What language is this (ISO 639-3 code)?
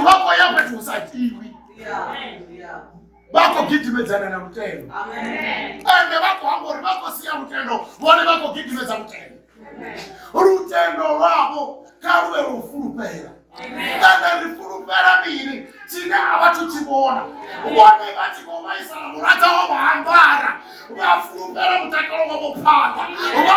ven